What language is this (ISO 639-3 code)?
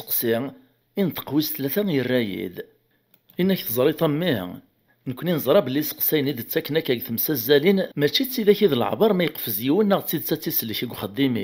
kab